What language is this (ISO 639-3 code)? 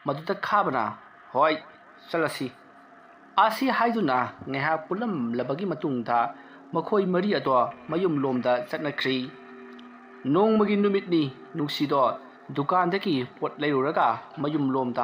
mni